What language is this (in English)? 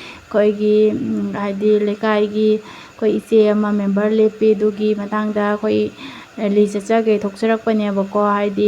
Manipuri